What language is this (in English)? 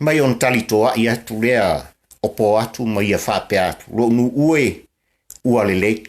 Samoan